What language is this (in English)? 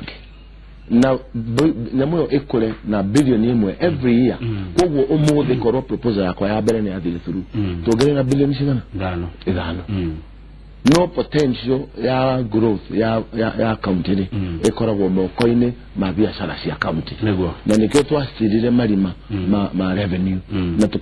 Kikuyu